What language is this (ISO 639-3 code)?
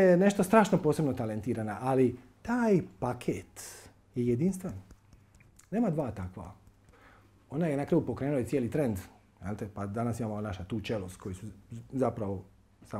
hrv